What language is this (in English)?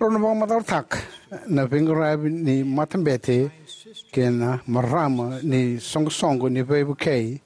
Fijian